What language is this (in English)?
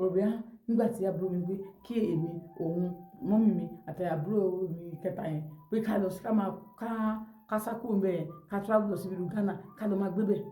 Yoruba